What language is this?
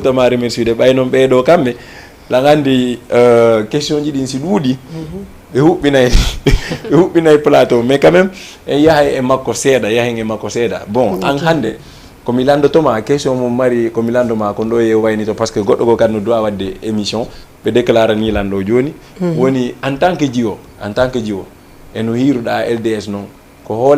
Fula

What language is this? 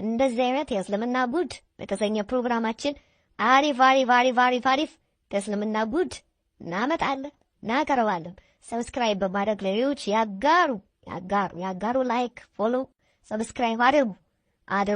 Amharic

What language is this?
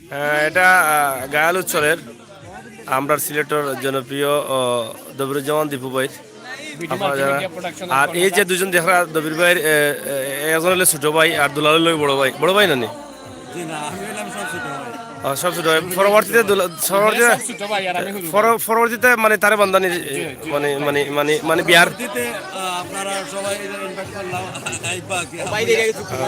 Sylheti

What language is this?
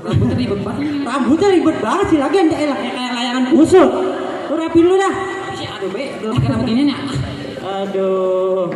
Betawi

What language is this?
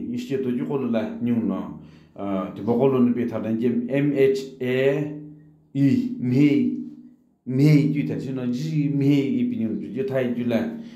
Sumi Naga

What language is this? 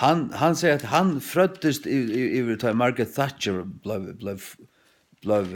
Faroese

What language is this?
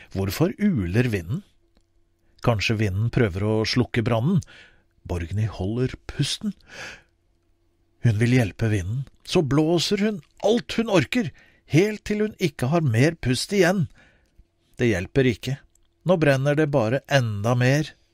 Norwegian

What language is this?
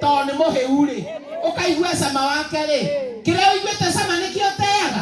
Kikuyu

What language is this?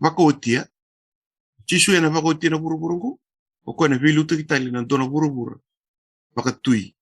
Fijian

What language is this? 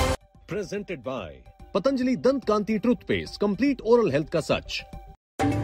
Hindi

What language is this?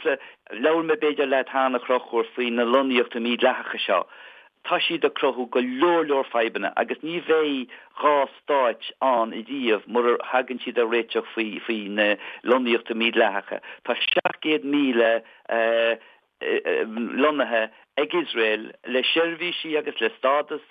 Irish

